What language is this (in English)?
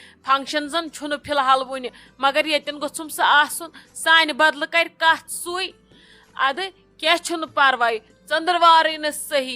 Kashmiri